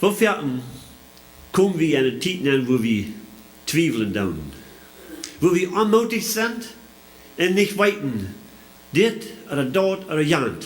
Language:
Plautdietsch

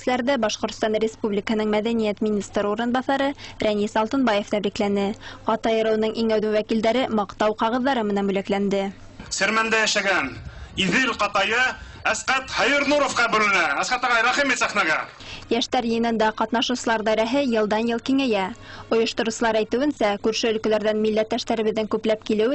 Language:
Bashkir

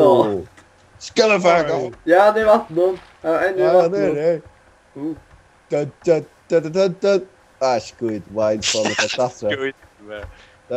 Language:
Faroese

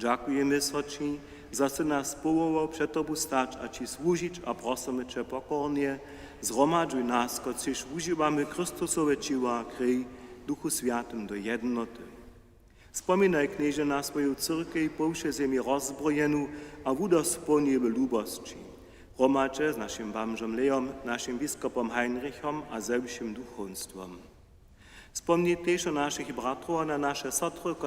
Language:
Upper Sorbian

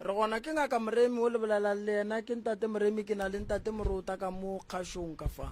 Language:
Northern Sotho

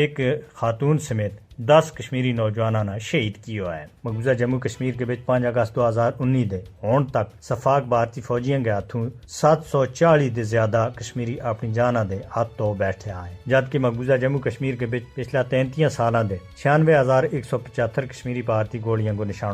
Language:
Gujari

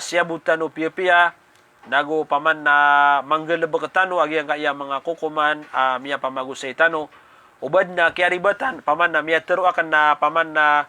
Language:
Maranao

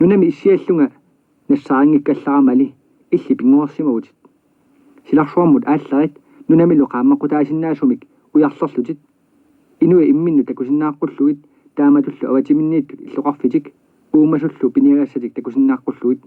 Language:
Kalaallisut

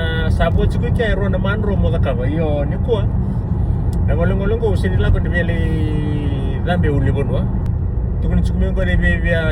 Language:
Fijian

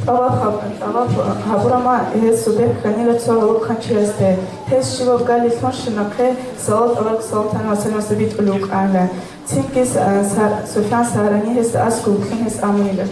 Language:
Avaric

